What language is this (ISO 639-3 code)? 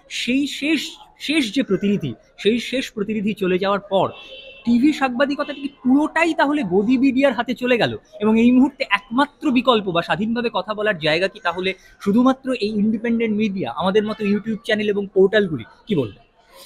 ben